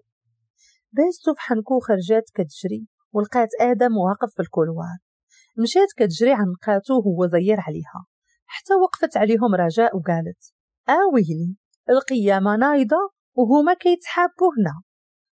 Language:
Moroccan Arabic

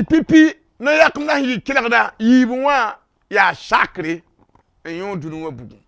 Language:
Mossi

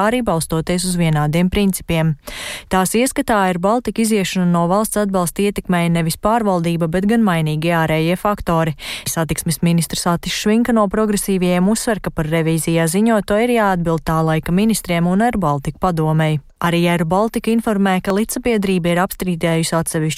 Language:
Latvian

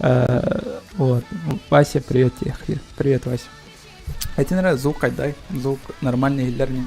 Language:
Yakut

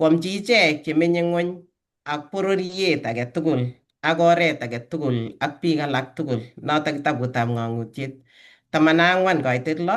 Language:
Kalenjin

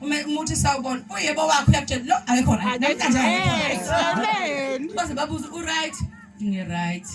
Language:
Zulu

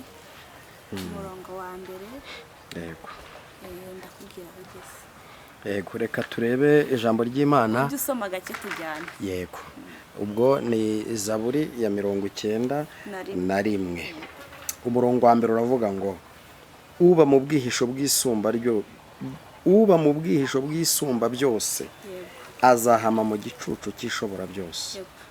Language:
Kinyarwanda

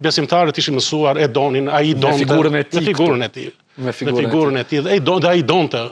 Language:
Albanian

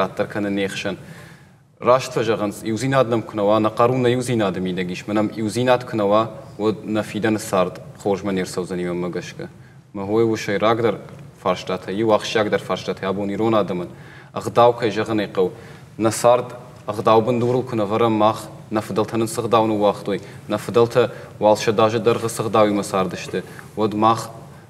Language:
Ossetic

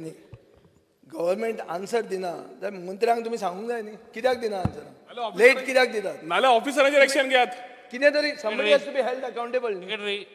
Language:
Konkani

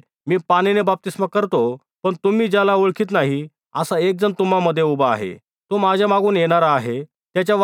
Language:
Marathi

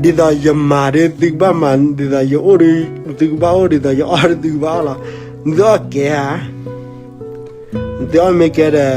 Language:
S'gaw Karen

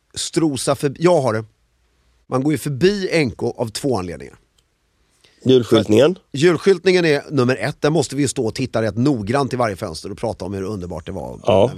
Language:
Swedish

